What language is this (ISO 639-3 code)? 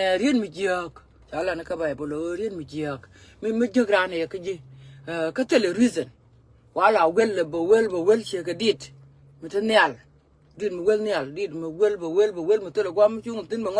nus